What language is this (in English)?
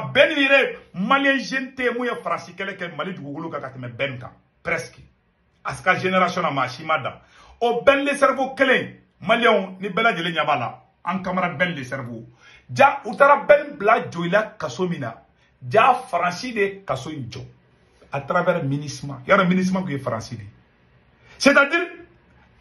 Bambara